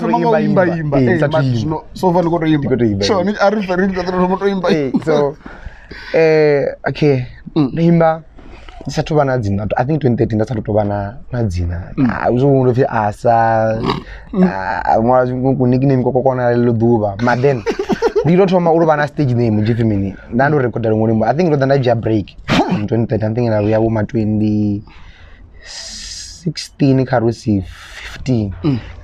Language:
Venda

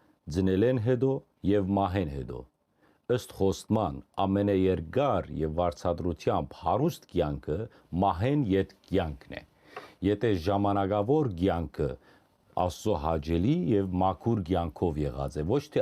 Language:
Western Armenian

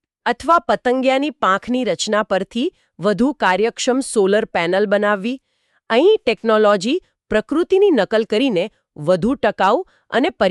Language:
Gujarati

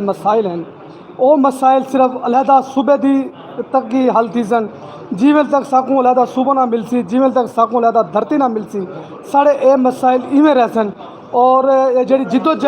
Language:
Saraiki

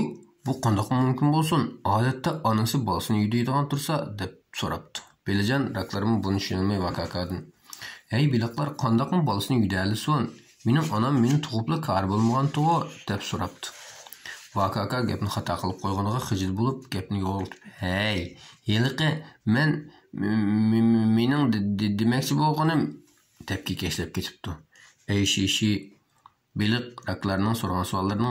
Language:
Uyghur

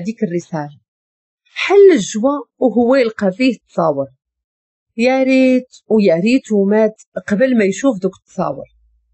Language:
Moroccan Arabic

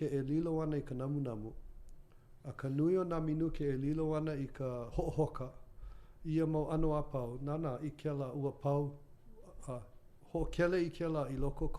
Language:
Hawaiian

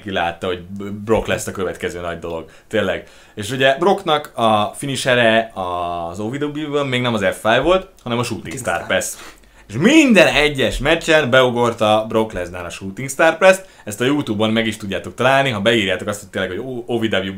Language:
Hungarian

